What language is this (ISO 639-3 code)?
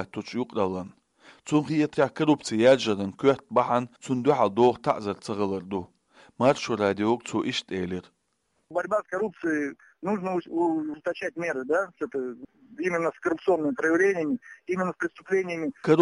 che